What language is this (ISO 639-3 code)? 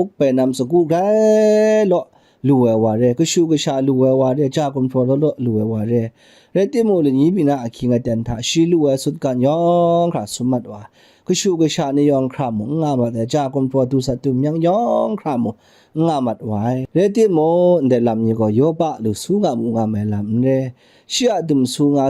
kac